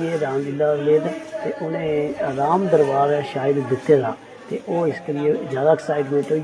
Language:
Dogri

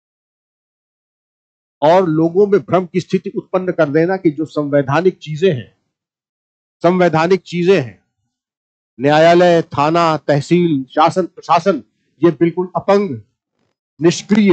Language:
Hindi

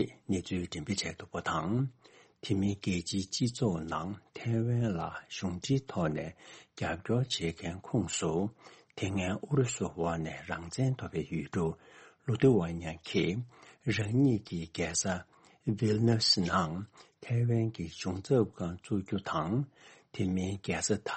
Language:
Tibetan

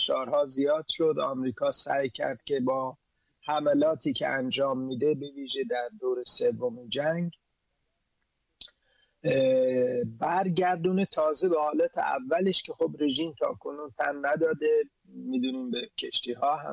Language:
Persian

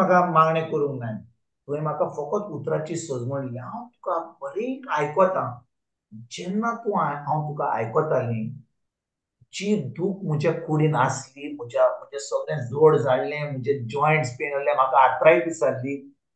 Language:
Konkani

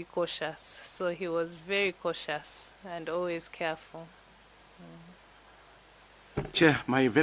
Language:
Nyanja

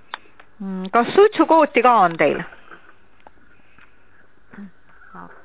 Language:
Estonian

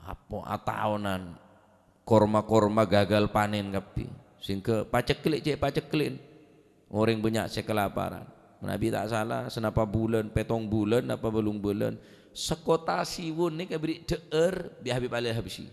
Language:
Madurese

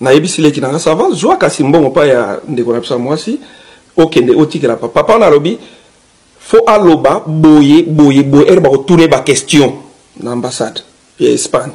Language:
Lingala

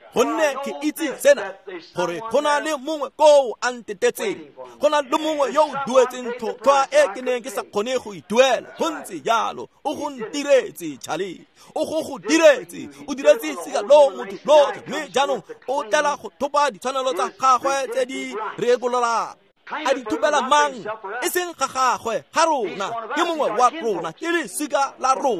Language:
Tswana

